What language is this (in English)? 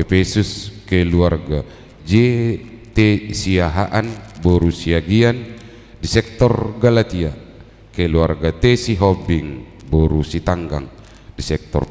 Batak Toba